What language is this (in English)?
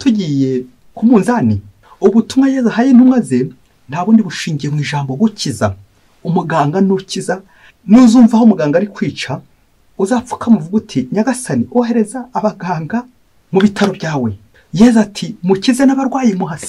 Kinyarwanda